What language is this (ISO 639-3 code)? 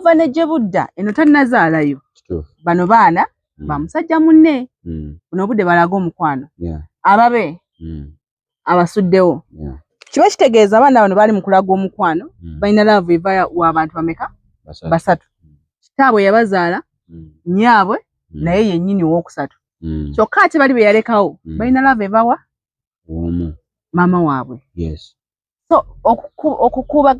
lug